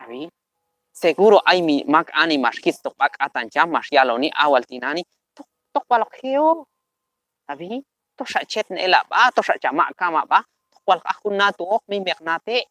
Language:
Q'anjob'al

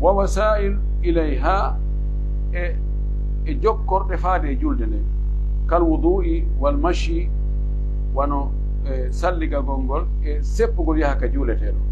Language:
Pular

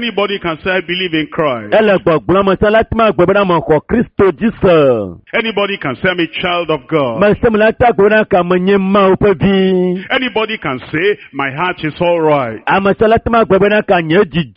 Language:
Ewe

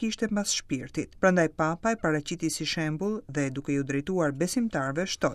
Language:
Albanian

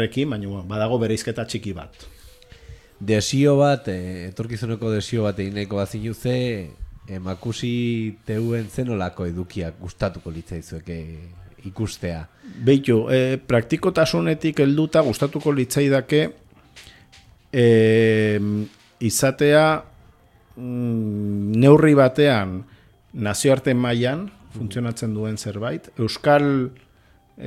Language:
Basque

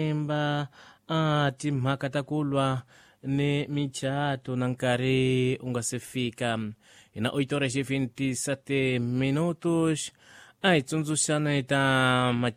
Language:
Tsonga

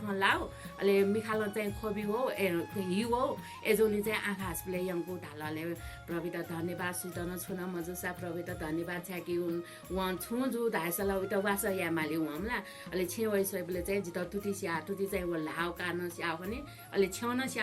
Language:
Newari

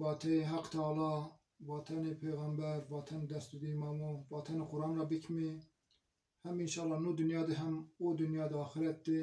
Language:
Zaza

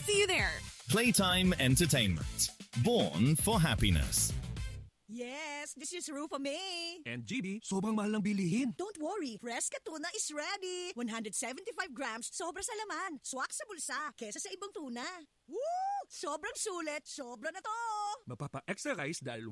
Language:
Filipino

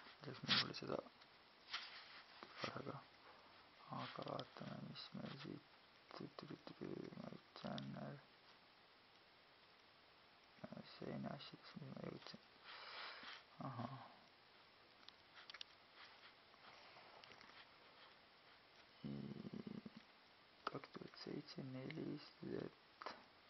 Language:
Estonian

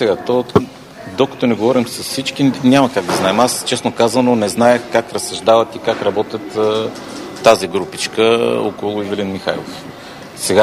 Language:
Bulgarian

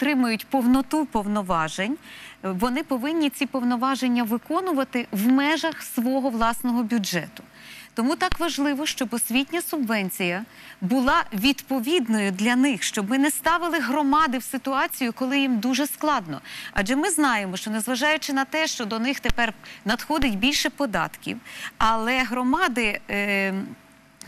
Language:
Ukrainian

